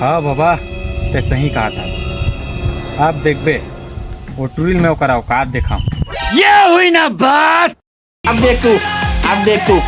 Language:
Chhattisgarhi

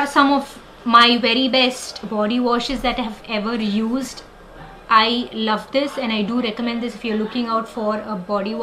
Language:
English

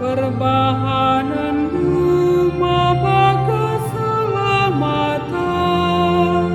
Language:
Batak Karo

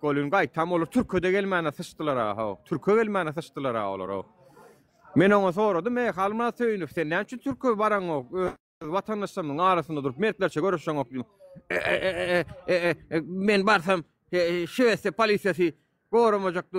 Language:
Turkmen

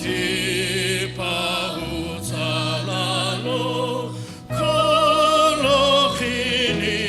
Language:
Sumi Naga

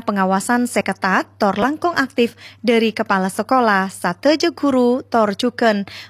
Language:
Madurese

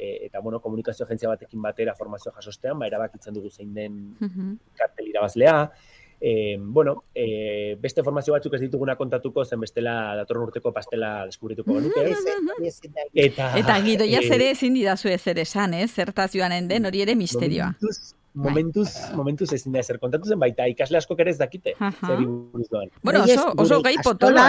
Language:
Basque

